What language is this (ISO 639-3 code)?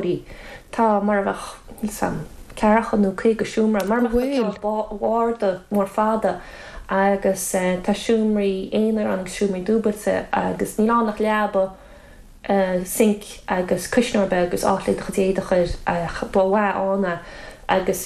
gle